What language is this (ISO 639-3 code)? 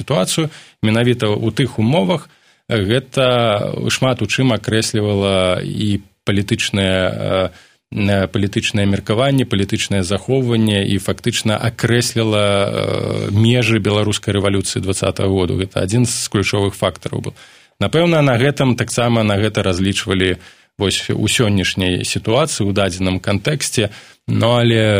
bel